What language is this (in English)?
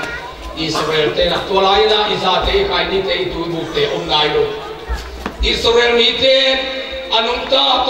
Tedim Chin